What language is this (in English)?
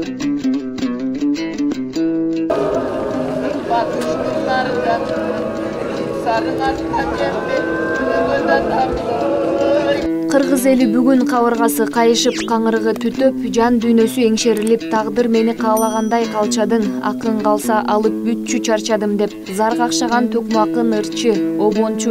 Kyrgyz